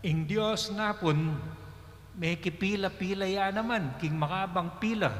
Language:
Pampanga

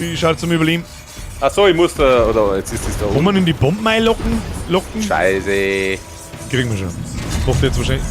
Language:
Bavarian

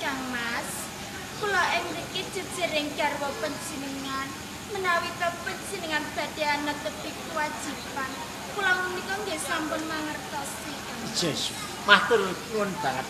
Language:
Javanese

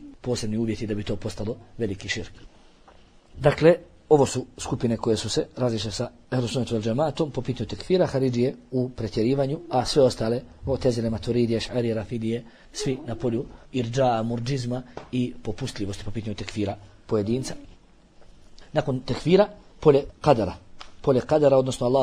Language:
Bosnian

